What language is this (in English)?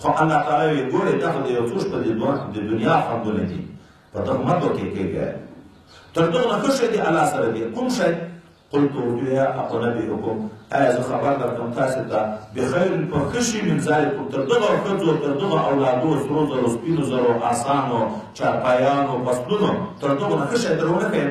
Pashto